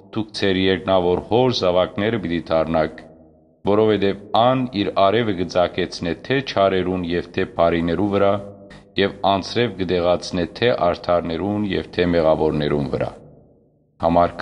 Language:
Western Armenian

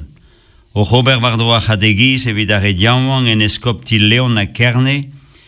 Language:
Breton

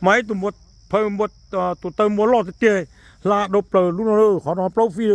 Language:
Hmong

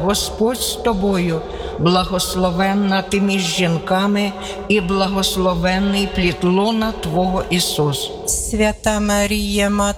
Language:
Ukrainian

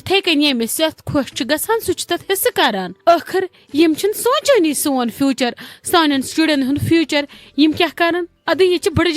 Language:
Kashmiri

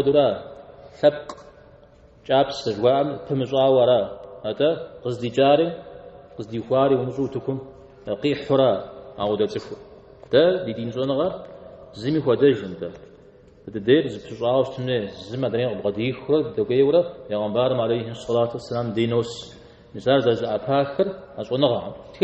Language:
Kabardian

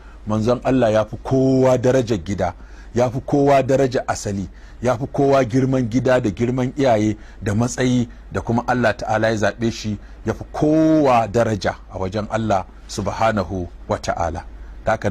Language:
Hausa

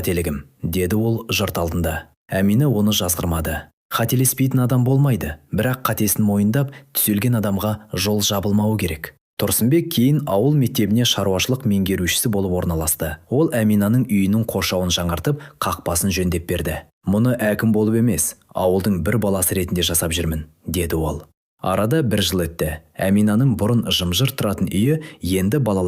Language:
Kazakh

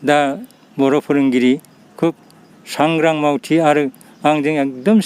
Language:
Bodo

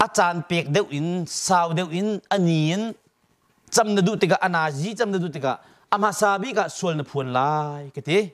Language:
Hakha Chin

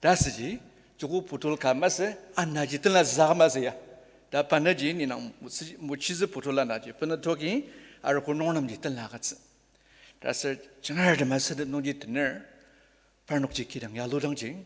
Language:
Ao Naga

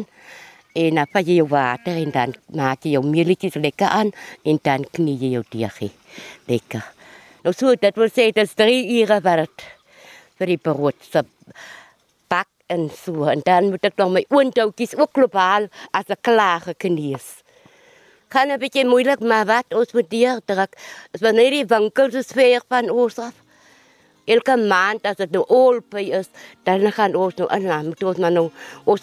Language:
Afrikaans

